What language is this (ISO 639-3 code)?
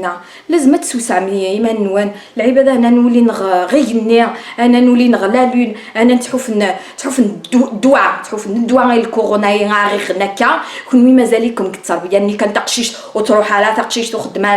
kab